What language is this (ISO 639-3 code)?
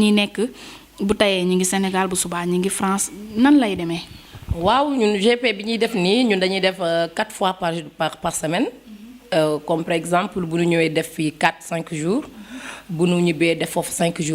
wol